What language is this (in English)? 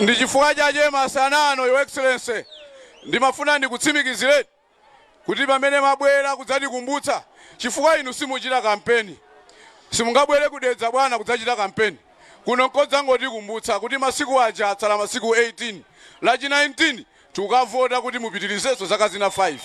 Nyanja